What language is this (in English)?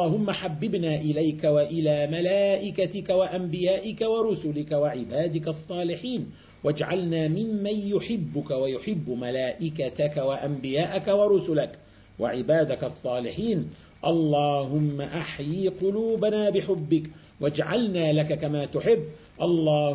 Arabic